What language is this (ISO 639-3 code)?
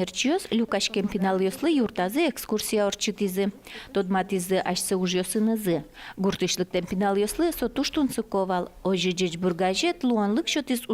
udm